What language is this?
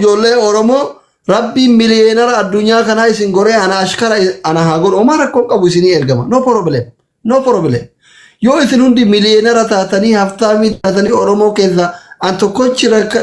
Oromo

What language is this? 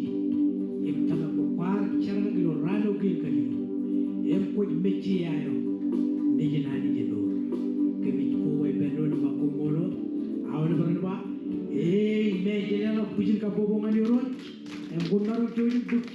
Marshallese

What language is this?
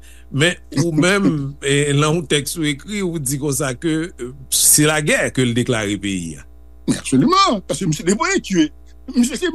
Haitian Creole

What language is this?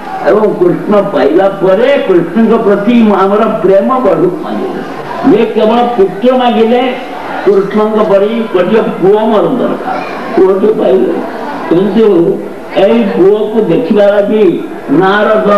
Odia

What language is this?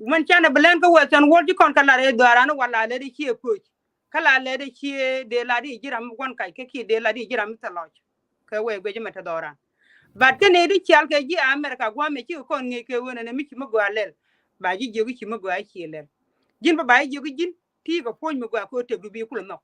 Nuer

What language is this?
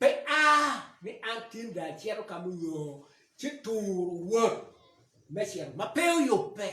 Acoli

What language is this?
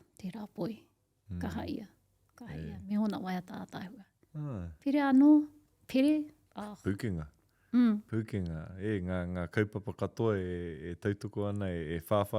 Māori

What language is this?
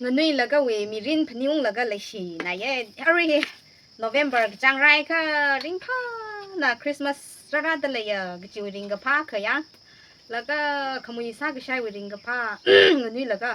Tangkhul Naga (India)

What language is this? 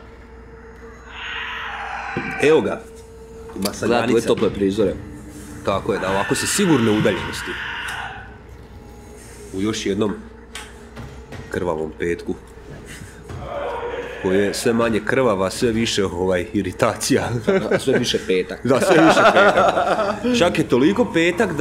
Croatian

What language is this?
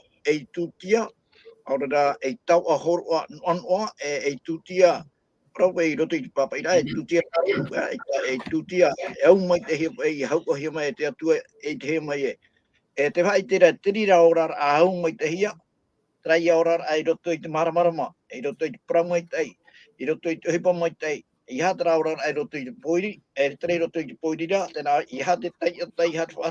Tahitian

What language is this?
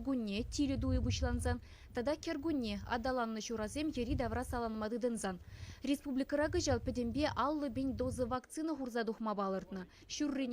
Chuvash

